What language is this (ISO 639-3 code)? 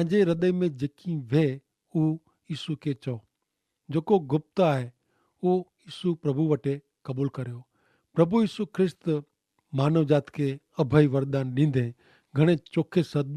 kfr